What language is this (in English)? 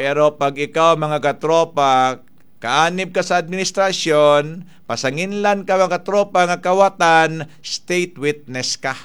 Cebuano